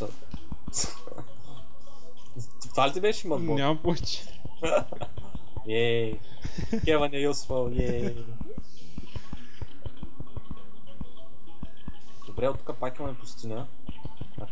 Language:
Bulgarian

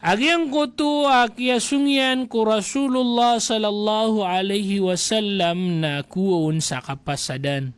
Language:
Maranao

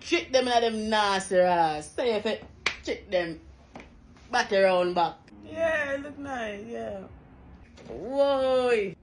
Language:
Jamaican Creole English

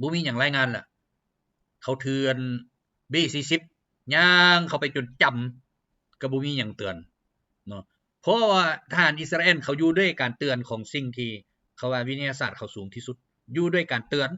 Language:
Lao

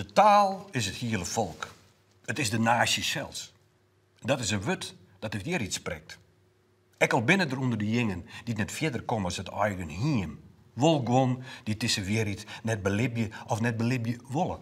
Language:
Western Frisian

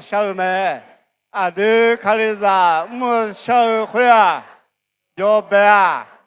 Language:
Akha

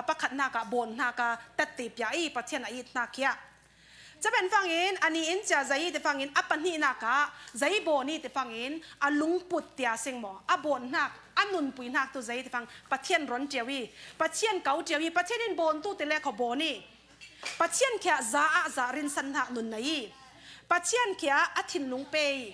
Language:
Falam Chin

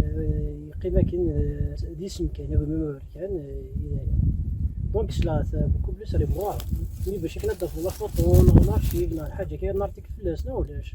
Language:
Kabyle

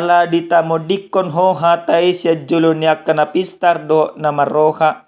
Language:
Batak Toba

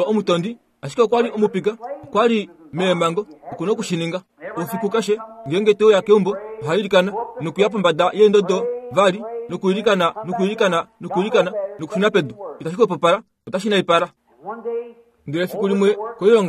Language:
Kuanyama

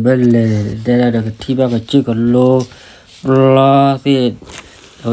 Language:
S'gaw Karen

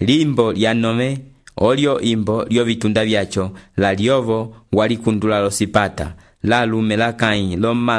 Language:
Umbundu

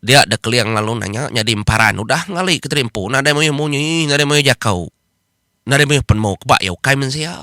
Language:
Iban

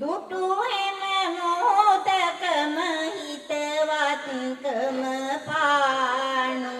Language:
Sinhala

